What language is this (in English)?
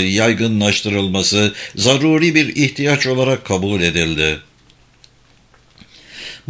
Turkish